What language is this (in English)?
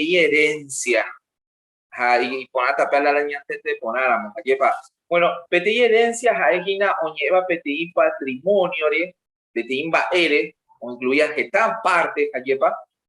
Guarani